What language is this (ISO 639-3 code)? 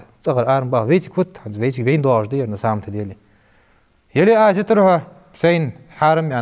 inh